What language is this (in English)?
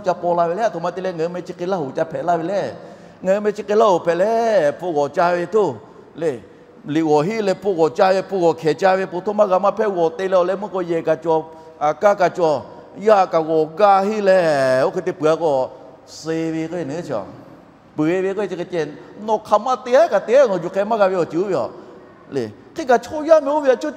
Lahu